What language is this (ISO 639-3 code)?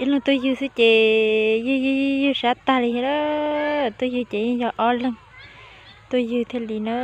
hmn